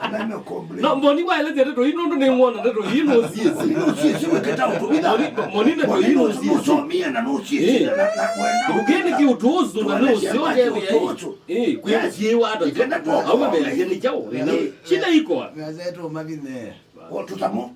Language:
Kamba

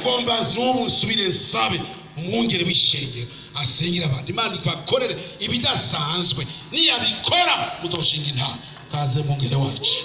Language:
Rundi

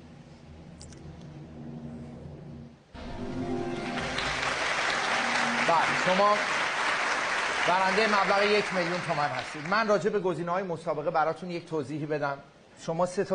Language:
Persian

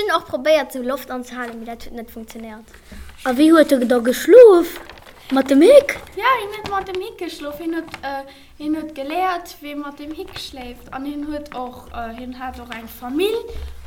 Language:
Luxembourgish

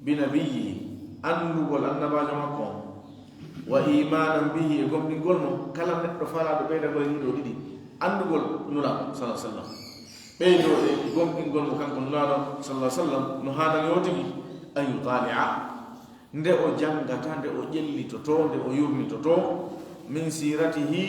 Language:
Fula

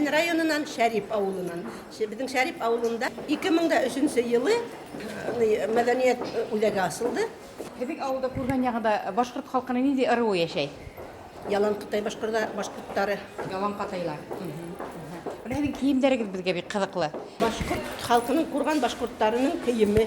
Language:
Bashkir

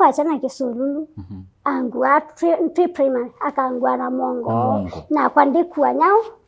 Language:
Kamba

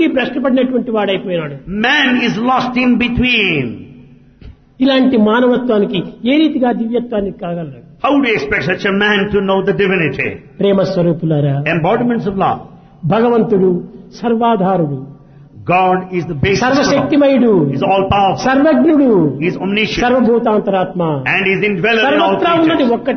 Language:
Telugu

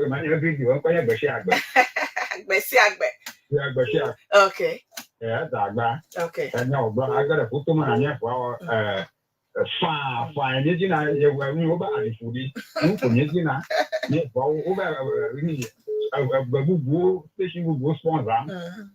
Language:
Ewe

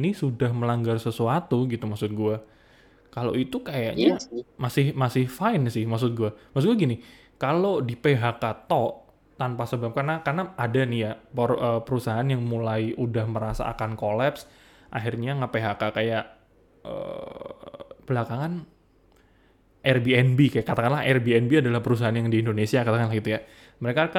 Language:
Indonesian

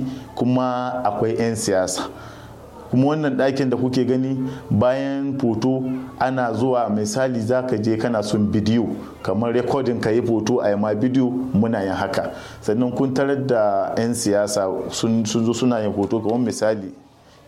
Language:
Hausa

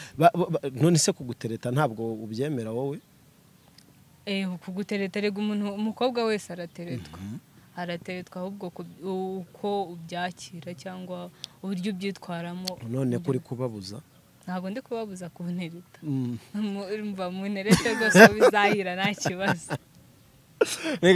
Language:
Kinyarwanda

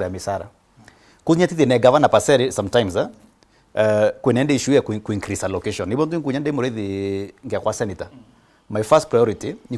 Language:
Meru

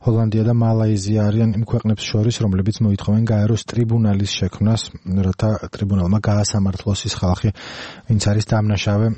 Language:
Georgian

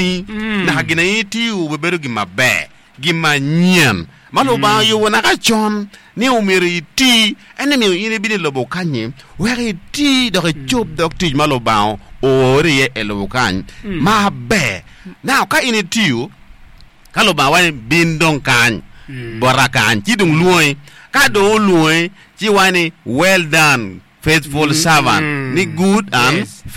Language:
Acoli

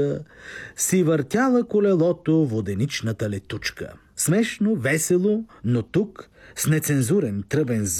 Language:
Bulgarian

